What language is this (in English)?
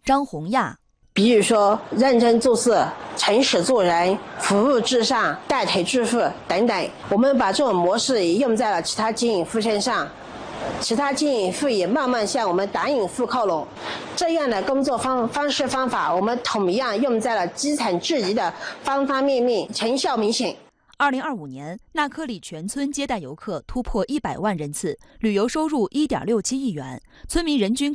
Chinese